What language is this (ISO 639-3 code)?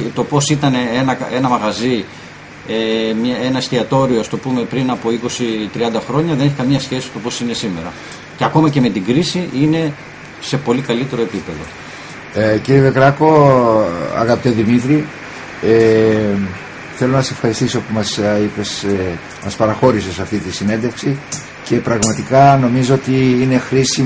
ell